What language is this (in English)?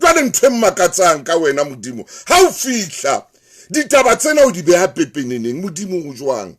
Southern Sotho